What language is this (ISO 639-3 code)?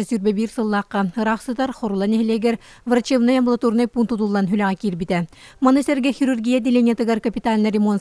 sah